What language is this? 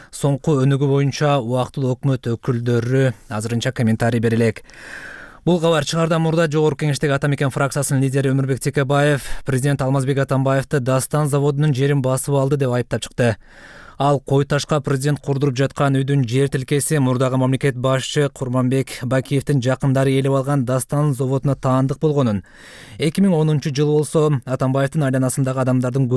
Kyrgyz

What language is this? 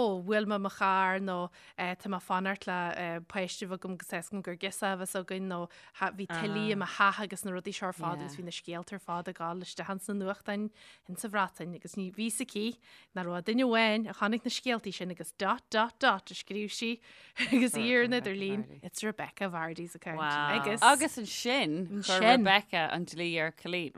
Irish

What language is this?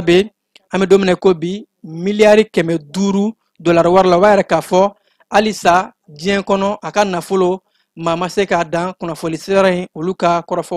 Bambara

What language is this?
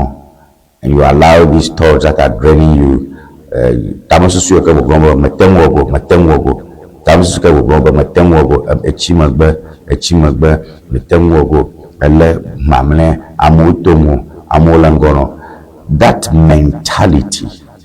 Ewe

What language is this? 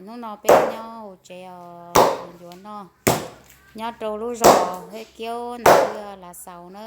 Hmong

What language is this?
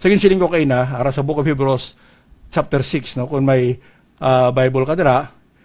Hiligaynon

